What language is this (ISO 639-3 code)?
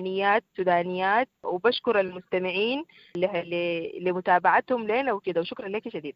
apd